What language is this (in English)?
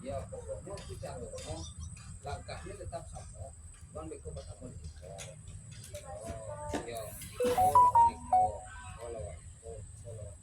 Minangkabau